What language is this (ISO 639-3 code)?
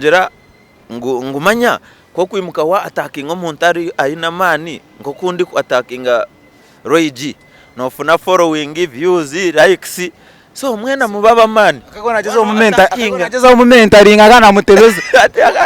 nyn